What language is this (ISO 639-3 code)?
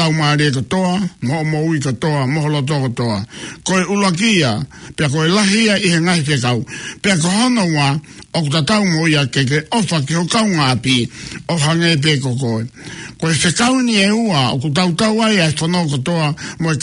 ton